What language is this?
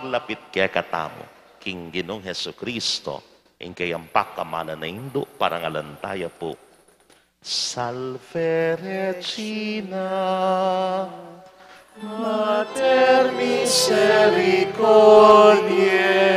Pampanga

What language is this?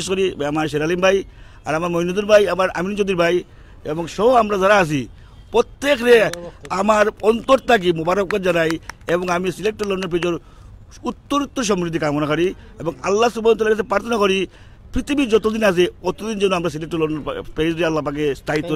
Sylheti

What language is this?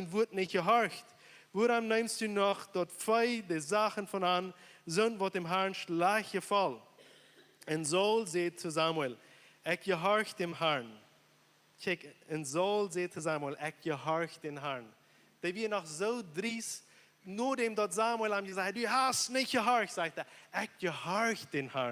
Plautdietsch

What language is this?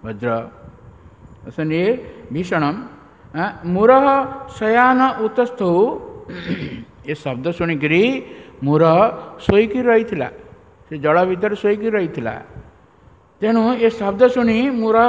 Odia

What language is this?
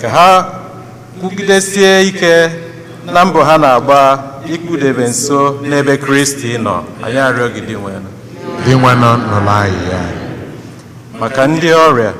Igbo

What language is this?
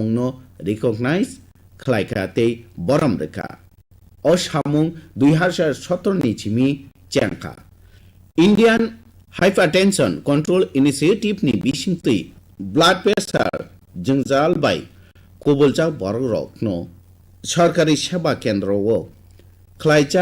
Kok Borok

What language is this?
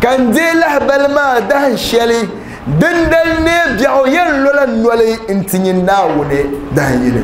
Dagbani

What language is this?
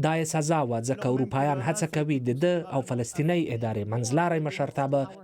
Pashto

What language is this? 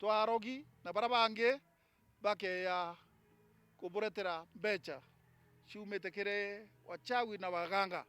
Meru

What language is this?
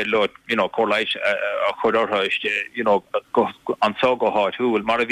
Irish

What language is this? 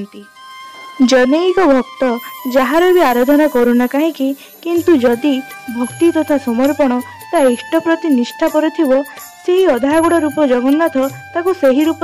Odia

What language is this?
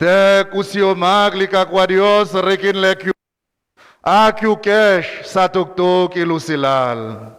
Kekchí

